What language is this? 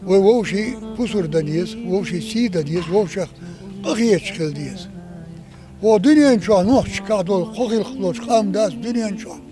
Chechen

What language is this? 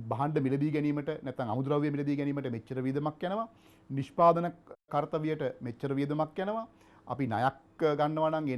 Sinhala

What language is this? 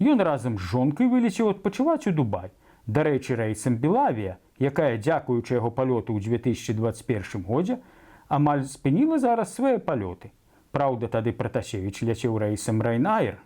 Belarusian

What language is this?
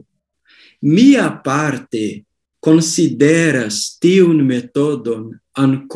Esperanto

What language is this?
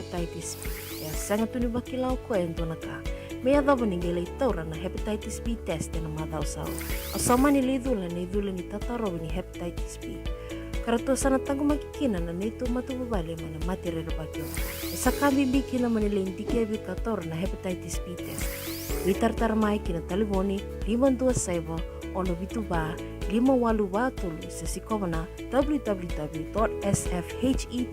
Fijian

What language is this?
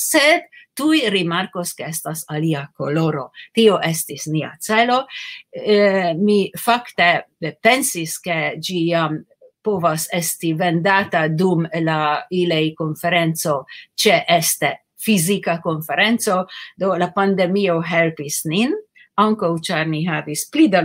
Esperanto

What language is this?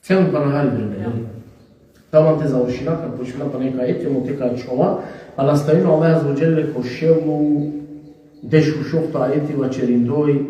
Balkan Romani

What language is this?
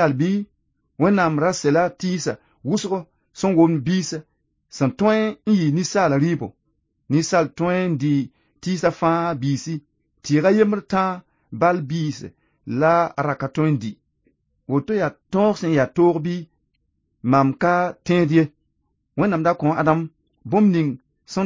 Mossi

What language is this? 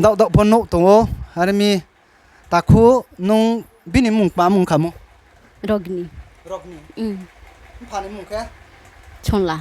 Riang (India)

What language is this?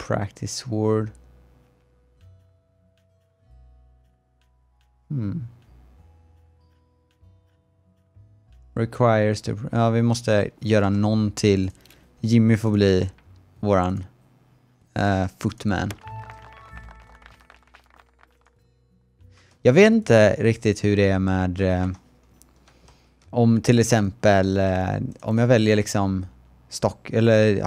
Swedish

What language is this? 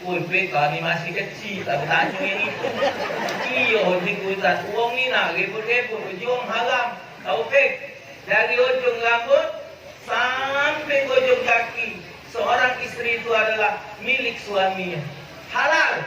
Musi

